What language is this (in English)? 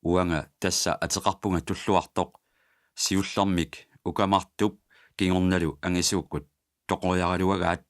Kalaallisut